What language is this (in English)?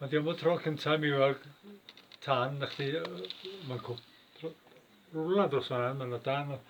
Welsh